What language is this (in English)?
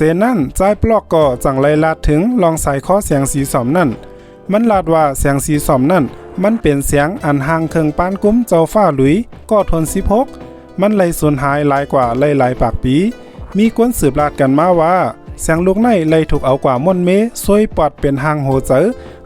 Shan